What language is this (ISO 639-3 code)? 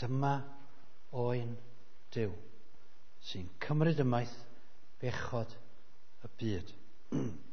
cym